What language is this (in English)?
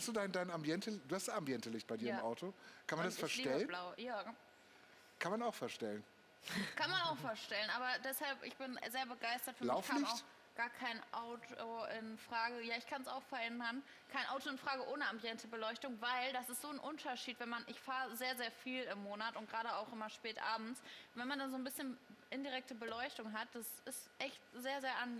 German